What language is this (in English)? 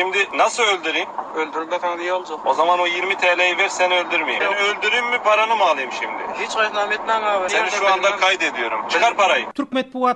Turkmen